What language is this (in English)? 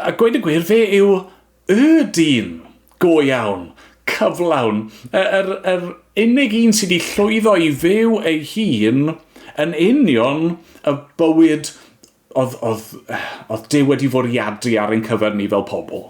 Welsh